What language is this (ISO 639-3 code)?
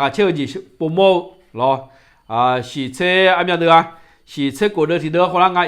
ahk